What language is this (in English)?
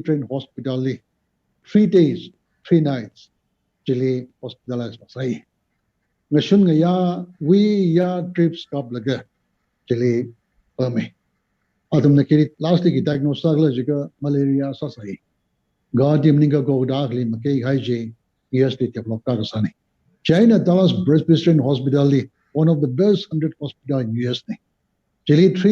Tangkhul Naga (India)